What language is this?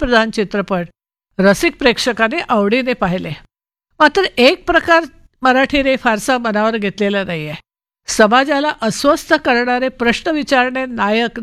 Marathi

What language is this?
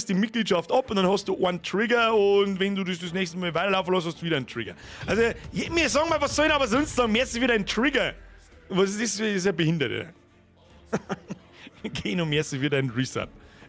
Bavarian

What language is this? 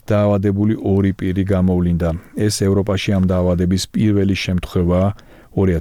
Georgian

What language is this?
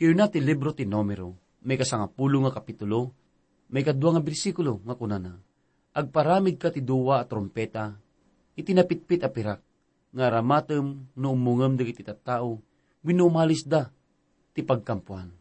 Iloko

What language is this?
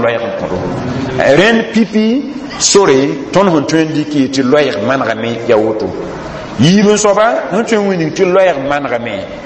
Mossi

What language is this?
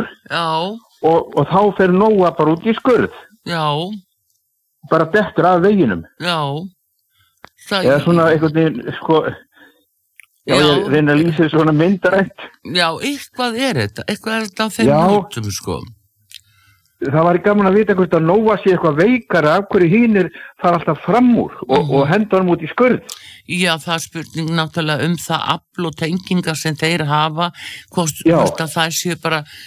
Icelandic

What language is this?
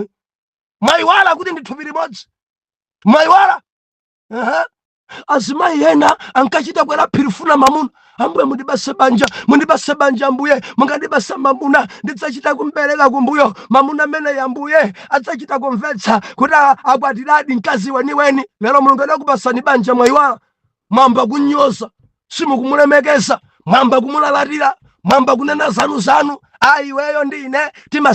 Nyanja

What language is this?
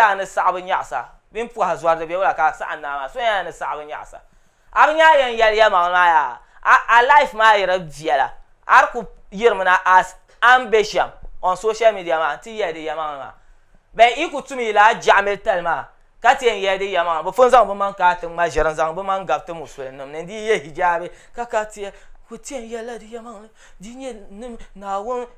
Dagbani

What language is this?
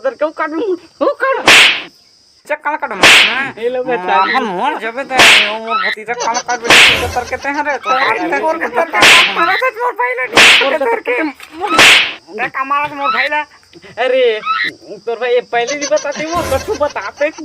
Chhattisgarhi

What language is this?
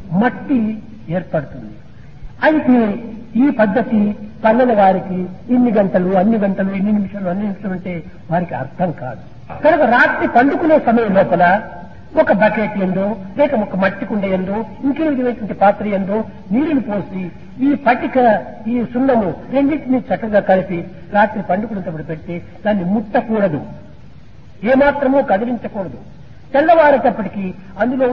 Telugu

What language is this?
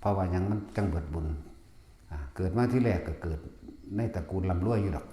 Northeastern Thai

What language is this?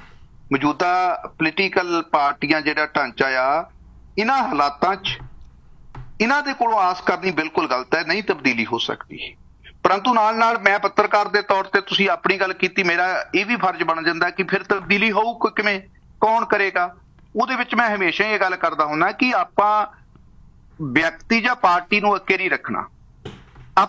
Punjabi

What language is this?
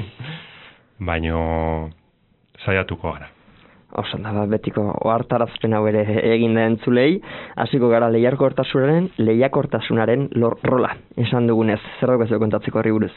Basque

